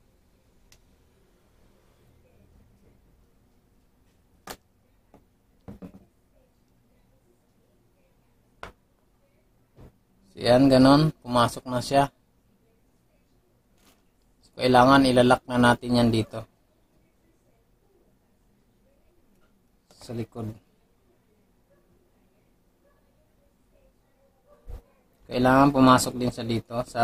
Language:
Filipino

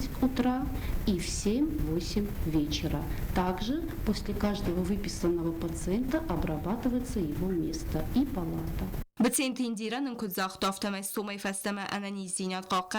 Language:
Ossetic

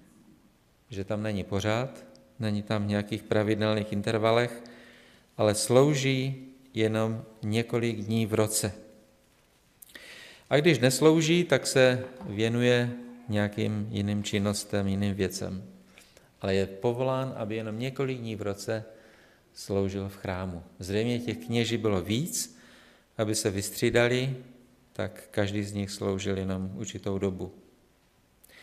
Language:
Czech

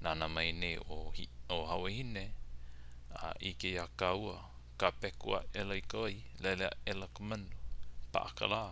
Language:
Hawaiian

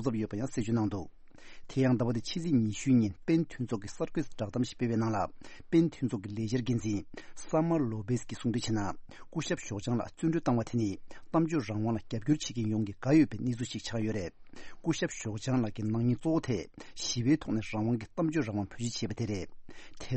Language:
Tibetan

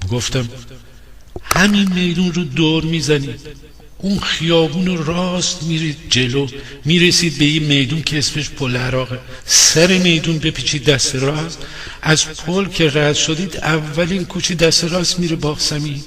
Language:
Gilaki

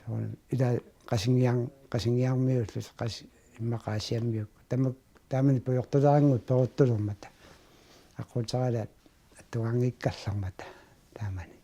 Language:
Kalaallisut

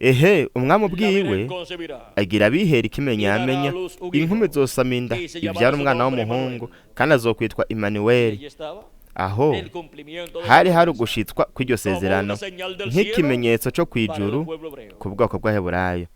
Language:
Rundi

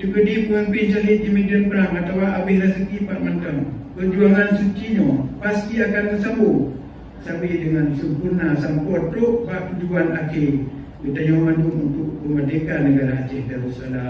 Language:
Achinese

